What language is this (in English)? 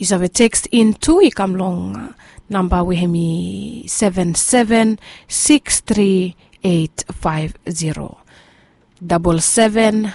Bislama